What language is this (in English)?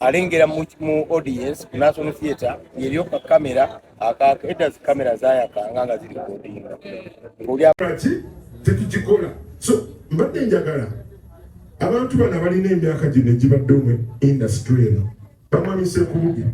Ganda